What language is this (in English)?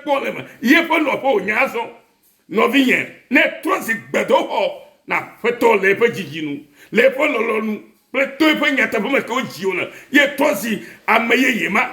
Ewe